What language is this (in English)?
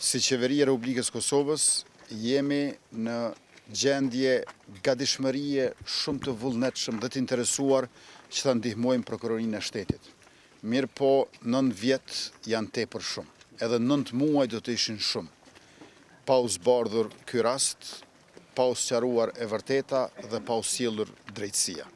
Albanian